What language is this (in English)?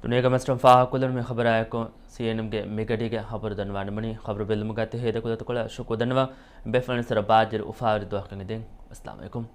Divehi